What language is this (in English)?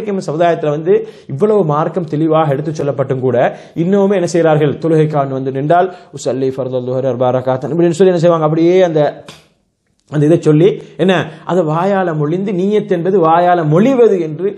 Tamil